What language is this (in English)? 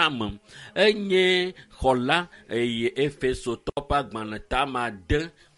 Ewe